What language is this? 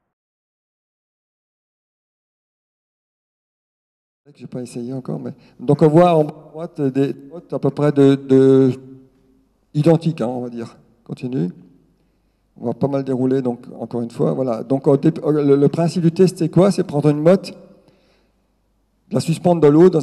French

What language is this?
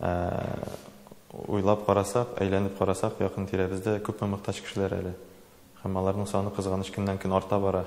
Tatar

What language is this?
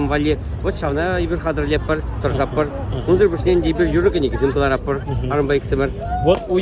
Chuvash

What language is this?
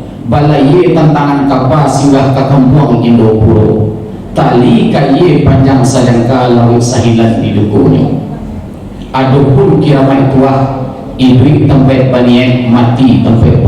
Minangkabau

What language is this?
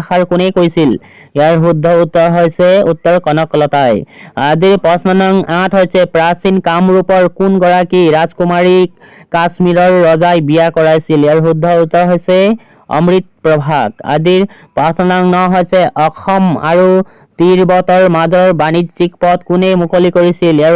Assamese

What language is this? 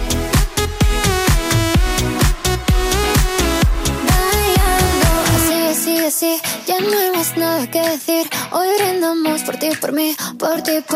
Spanish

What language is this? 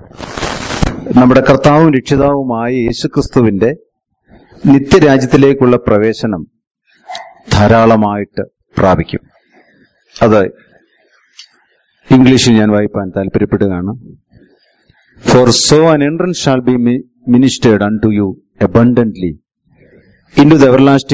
Malayalam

